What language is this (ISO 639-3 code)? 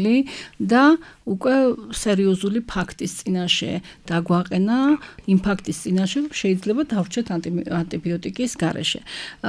kat